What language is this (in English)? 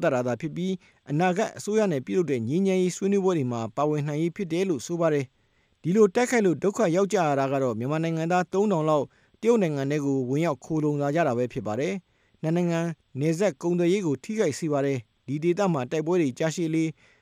Burmese